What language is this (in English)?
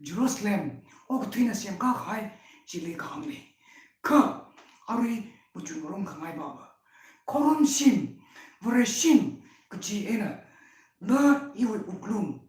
Tangkhul Naga (India)